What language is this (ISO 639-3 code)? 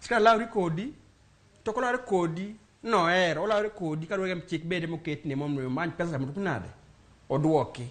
luo